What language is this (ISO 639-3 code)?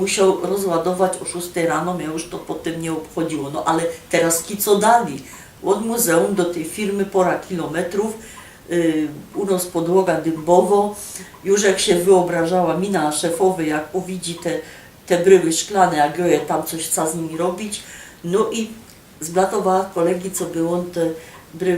szl